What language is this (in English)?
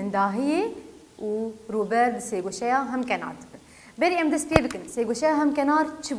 Kurdish